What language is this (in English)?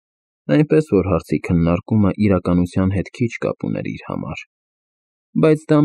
Armenian